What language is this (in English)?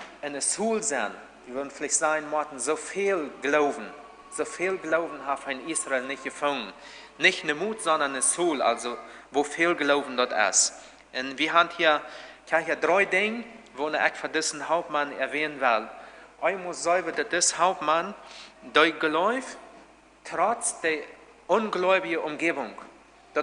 Plautdietsch